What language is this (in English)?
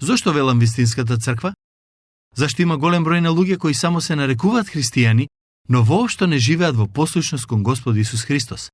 Macedonian